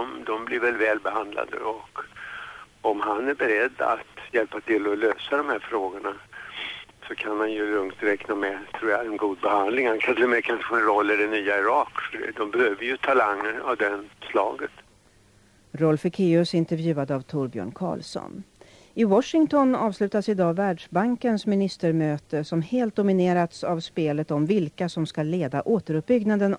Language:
Swedish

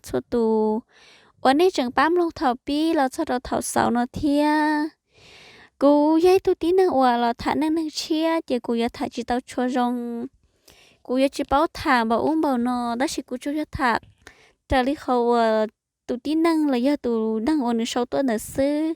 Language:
Hmong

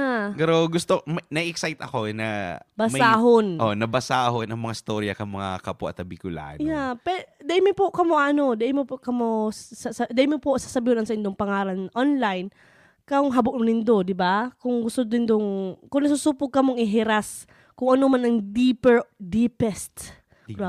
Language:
Bikol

